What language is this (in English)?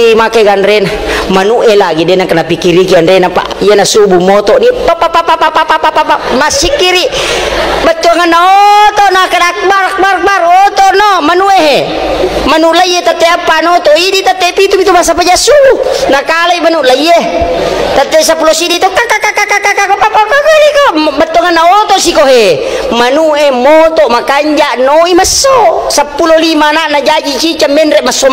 Buginese